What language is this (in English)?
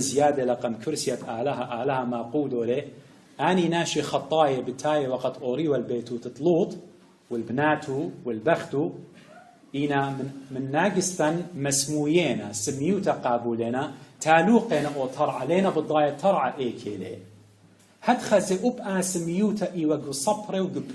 Assyrian Neo-Aramaic